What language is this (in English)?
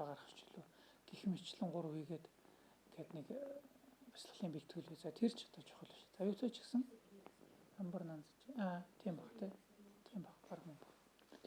Mongolian